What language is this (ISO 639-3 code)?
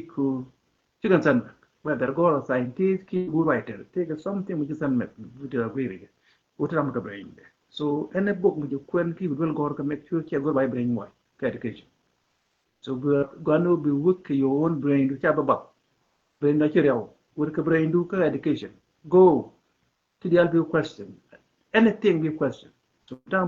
nus